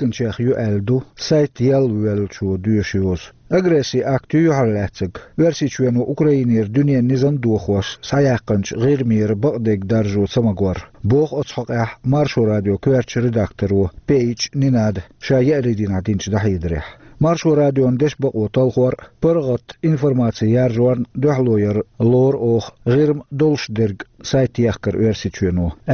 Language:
Chechen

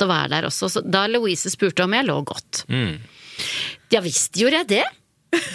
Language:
Norwegian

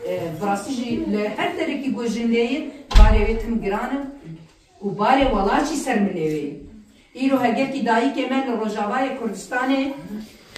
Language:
Kurdish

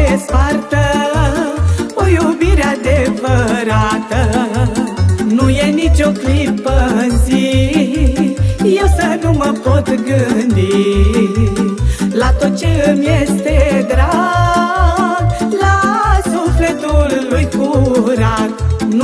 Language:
Romanian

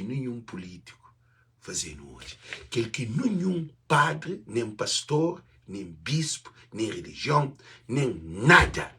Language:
Kabuverdianu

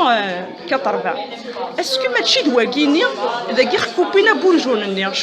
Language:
Kabyle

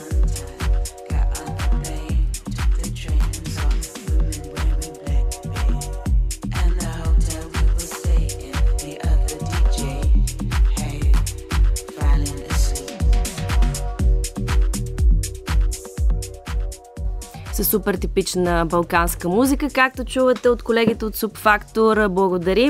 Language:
Bulgarian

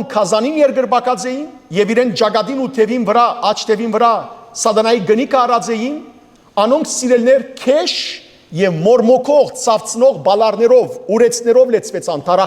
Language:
Western Armenian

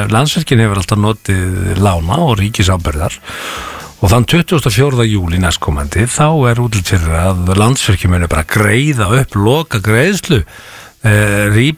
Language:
Icelandic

